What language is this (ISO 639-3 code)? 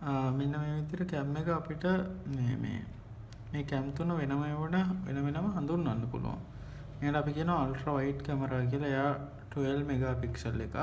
sin